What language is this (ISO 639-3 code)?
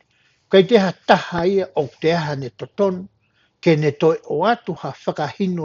ton